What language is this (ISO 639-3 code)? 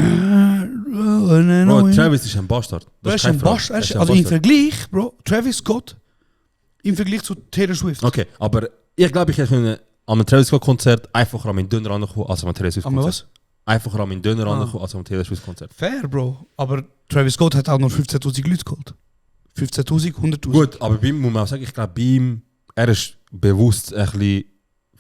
gsw